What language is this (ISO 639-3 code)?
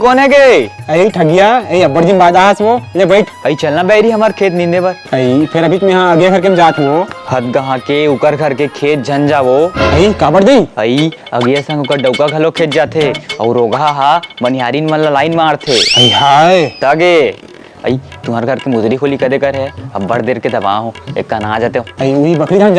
hne